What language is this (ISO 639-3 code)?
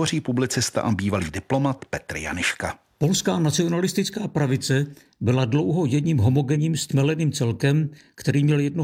ces